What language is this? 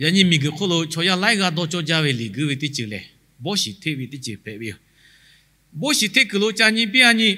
Lahu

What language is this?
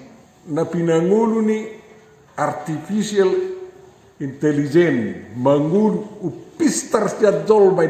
Batak Toba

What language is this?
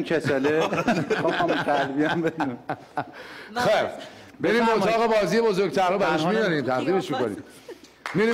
Persian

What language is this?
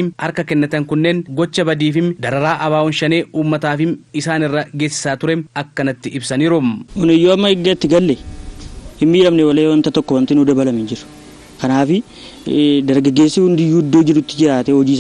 Oromo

